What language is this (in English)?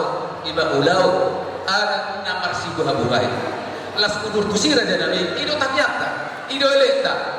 Batak Toba